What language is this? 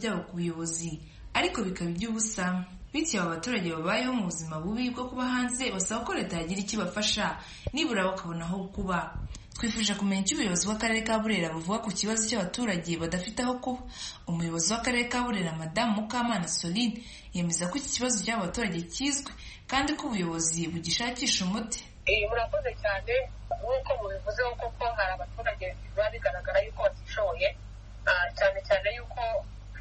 Kinyarwanda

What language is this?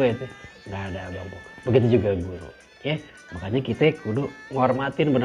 Betawi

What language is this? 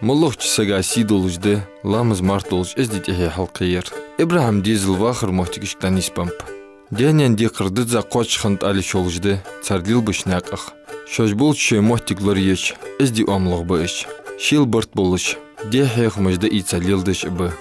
Ingush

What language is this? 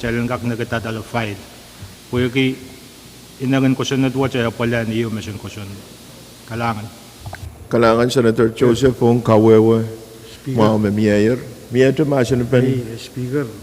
Pohnpeian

